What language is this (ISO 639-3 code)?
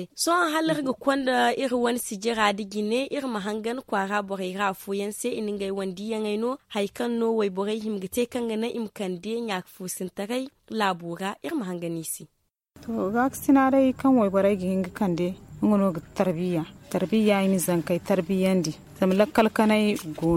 dje